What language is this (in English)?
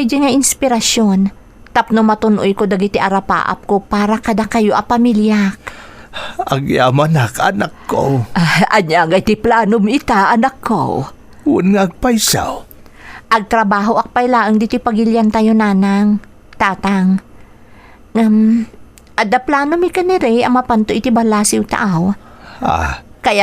Iloko